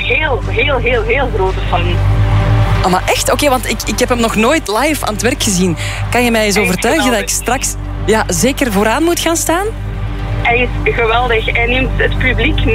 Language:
Dutch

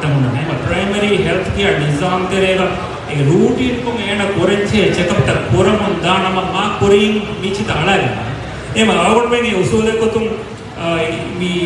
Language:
Divehi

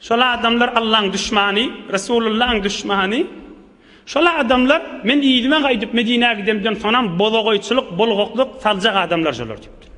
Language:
Turkmen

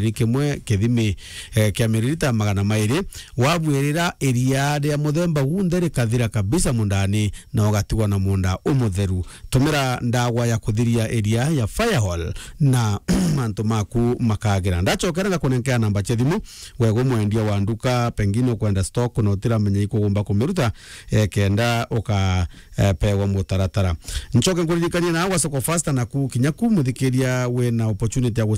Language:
Meru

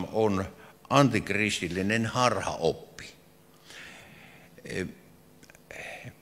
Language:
Finnish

